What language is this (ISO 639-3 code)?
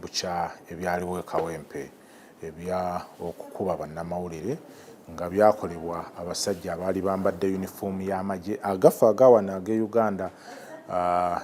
lug